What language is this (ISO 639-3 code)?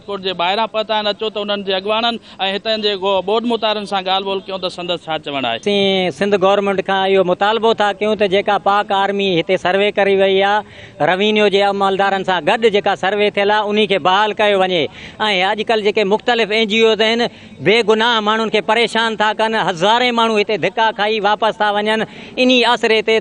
snd